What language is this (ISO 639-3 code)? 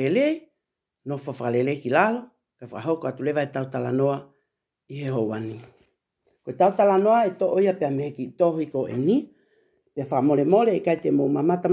ton